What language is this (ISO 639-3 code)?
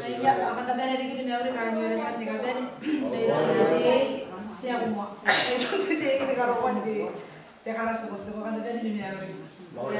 gil